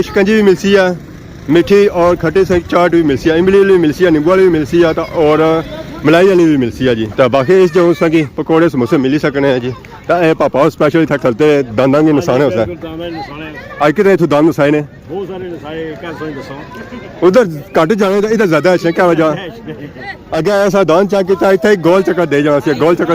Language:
Pahari-Potwari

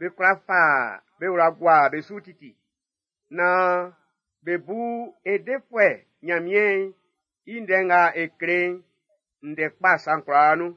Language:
Baoulé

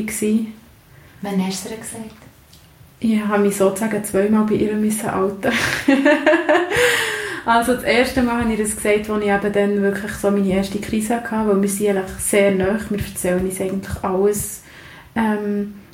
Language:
German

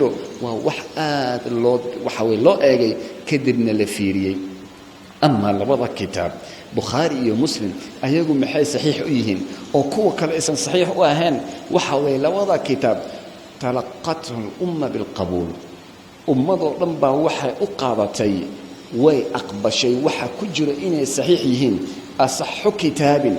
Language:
Somali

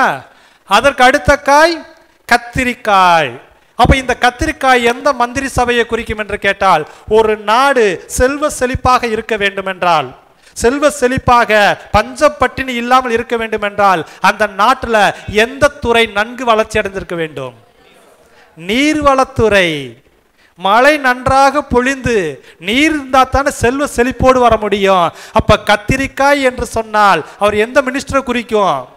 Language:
Tamil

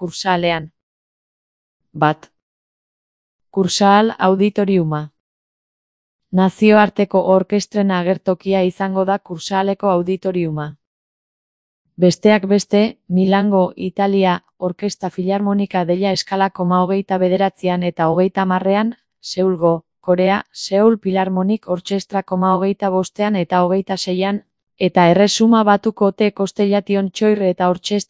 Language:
Basque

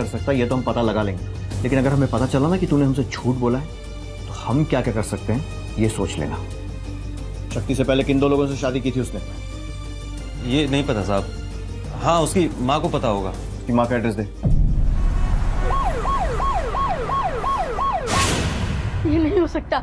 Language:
Hindi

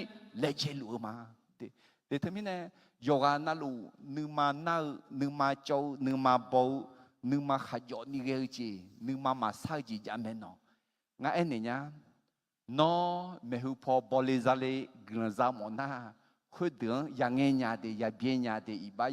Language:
Akha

